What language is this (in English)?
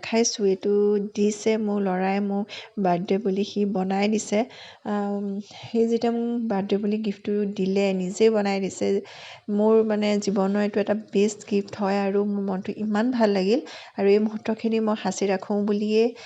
Assamese